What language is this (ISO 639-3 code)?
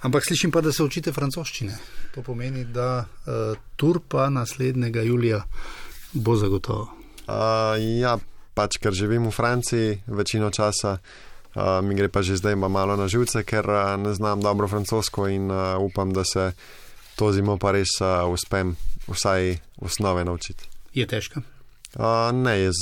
slv